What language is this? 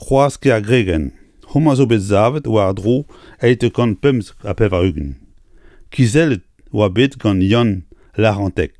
Breton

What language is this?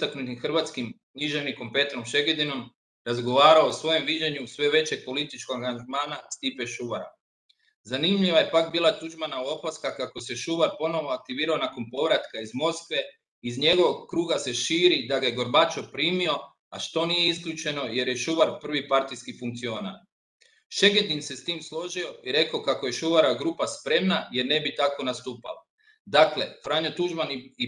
Croatian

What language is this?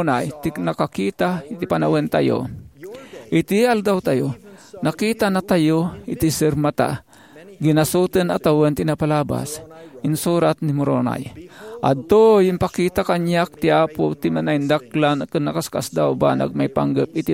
Iloko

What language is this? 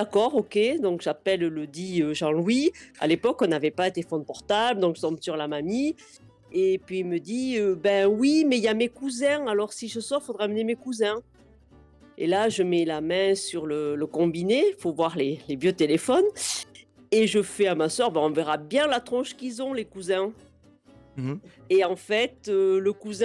French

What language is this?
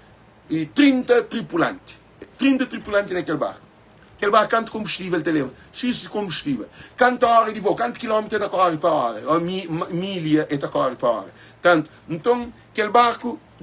Kabuverdianu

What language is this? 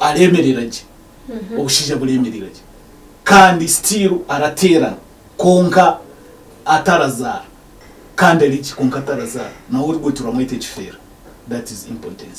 Nyankole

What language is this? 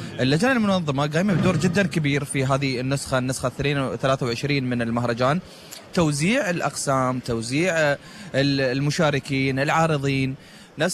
Gulf Arabic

